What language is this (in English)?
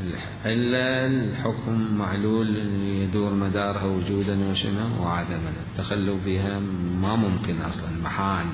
Mesopotamian Arabic